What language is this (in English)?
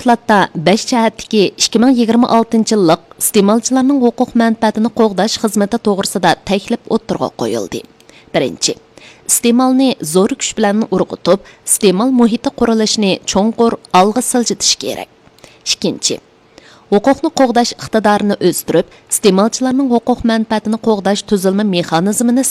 Uyghur